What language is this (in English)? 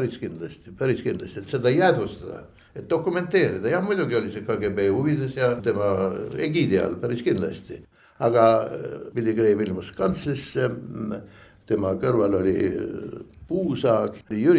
Estonian